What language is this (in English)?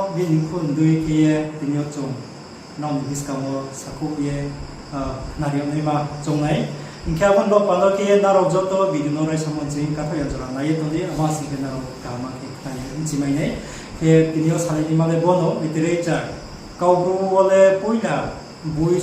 Riang (India)